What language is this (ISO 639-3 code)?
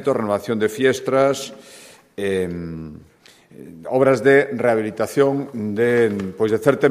glg